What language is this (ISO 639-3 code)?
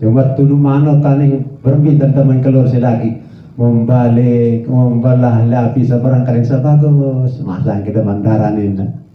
sas